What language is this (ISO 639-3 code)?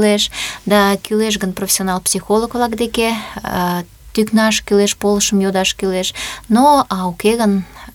chm